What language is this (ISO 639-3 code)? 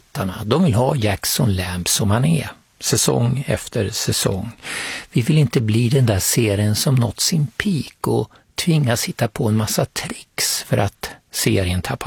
swe